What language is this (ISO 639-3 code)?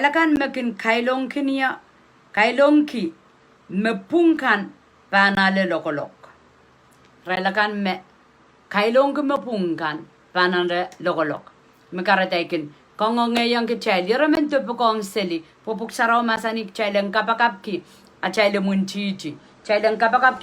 pon